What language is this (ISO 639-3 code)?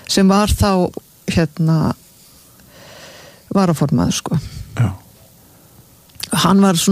isl